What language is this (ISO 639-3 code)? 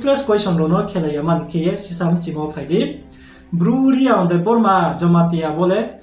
ria